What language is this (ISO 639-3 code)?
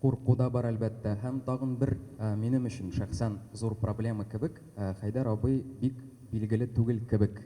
tat